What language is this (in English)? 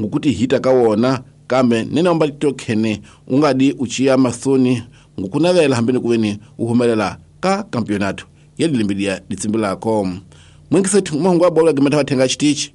Tsonga